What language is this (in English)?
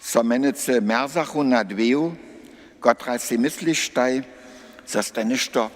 Upper Sorbian